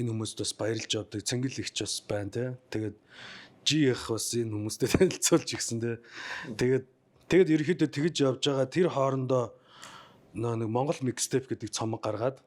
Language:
Mongolian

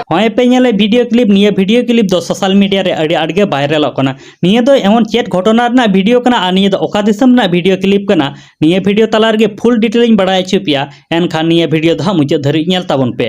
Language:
Santali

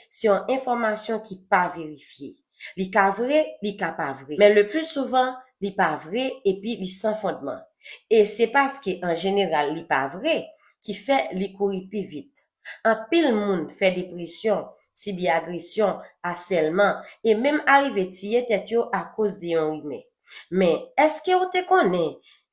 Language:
Haitian Creole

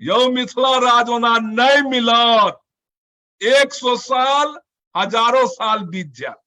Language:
Maithili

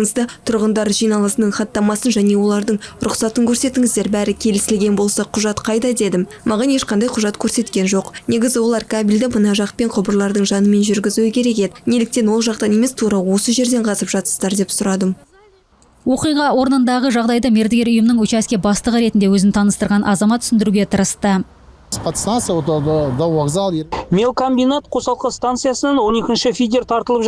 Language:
Kazakh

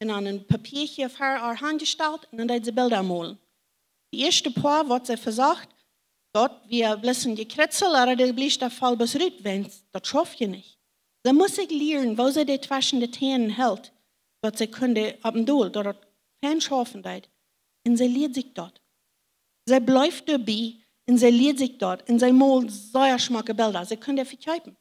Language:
Plautdietsch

